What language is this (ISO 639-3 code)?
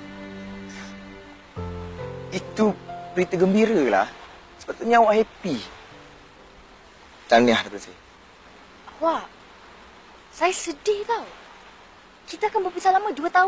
msa